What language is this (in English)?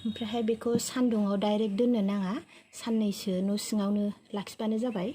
Bodo